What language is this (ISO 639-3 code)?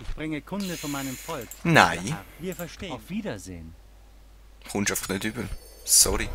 gsw